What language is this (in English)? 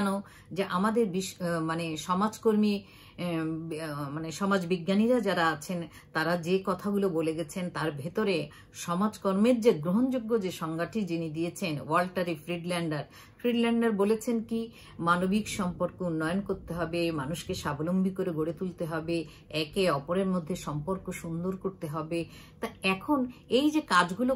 Bangla